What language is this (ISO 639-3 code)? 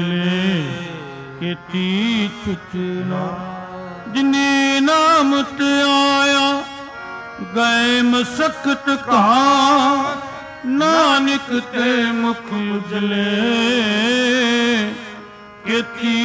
pan